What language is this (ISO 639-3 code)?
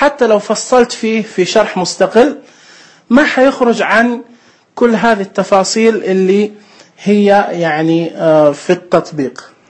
ars